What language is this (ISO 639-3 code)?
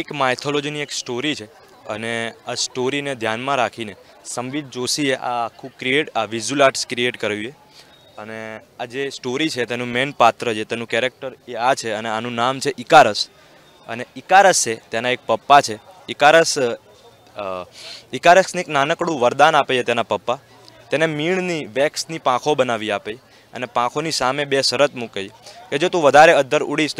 guj